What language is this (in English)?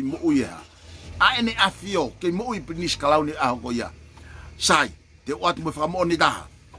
Tongan